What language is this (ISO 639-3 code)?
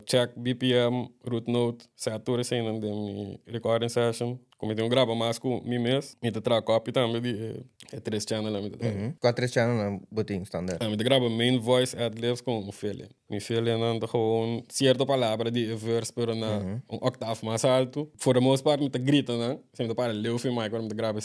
pap